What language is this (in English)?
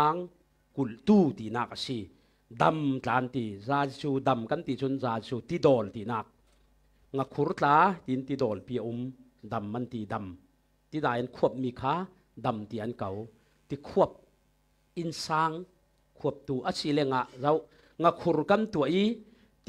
Falam Chin